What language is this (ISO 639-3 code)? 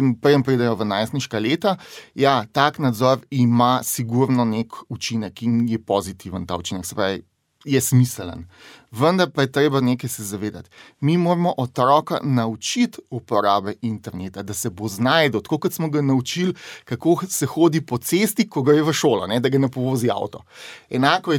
slv